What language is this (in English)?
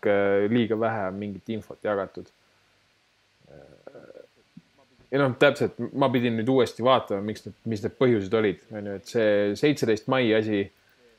Estonian